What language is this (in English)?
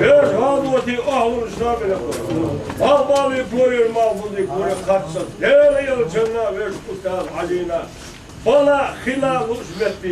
Chechen